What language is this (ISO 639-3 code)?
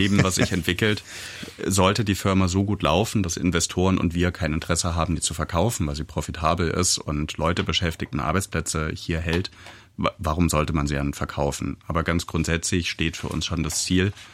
deu